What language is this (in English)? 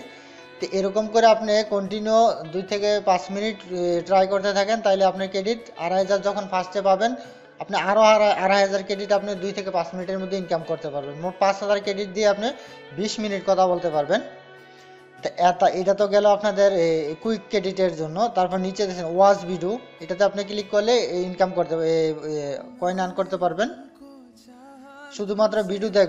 Bangla